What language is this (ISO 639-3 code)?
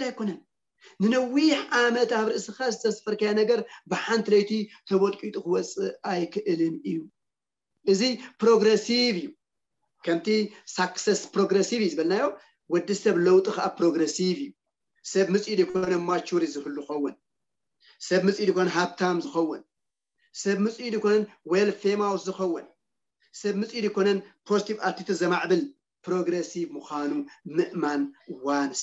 tir